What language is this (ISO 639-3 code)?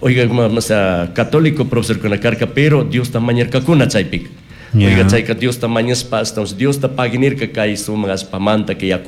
qug